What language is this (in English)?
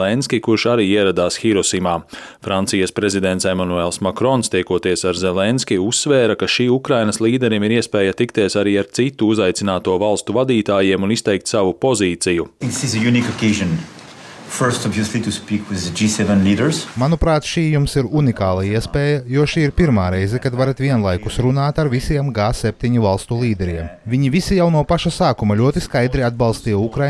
Latvian